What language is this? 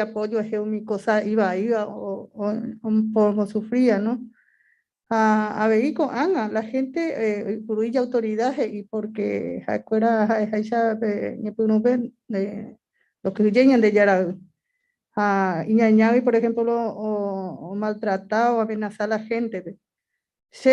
Guarani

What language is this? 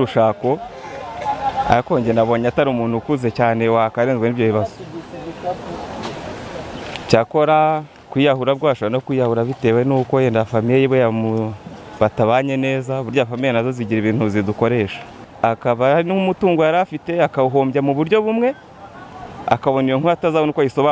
Kinyarwanda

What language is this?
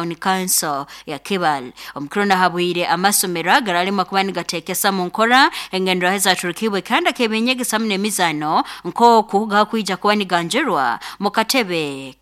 Nyoro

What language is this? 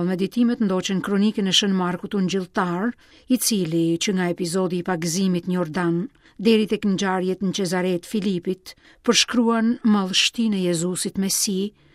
Albanian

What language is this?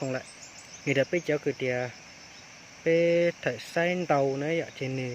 Hmong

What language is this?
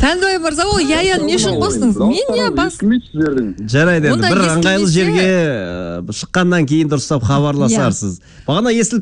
Kazakh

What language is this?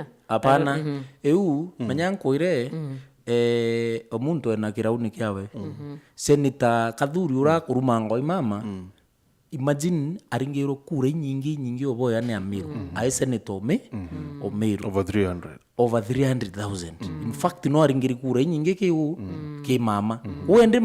Meru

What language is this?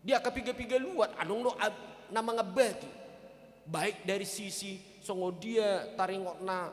Batak Toba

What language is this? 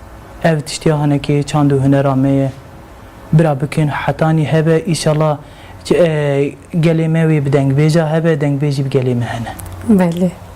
Kurdish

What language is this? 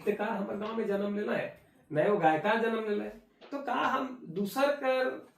Sadri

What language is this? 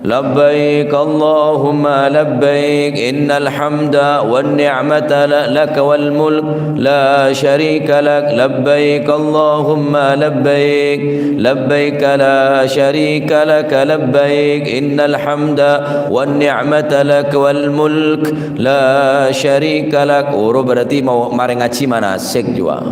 Madurese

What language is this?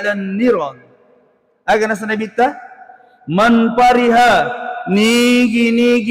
Buginese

